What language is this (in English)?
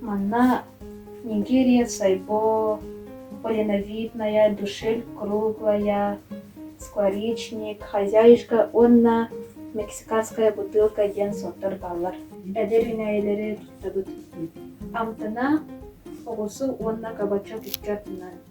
Yakut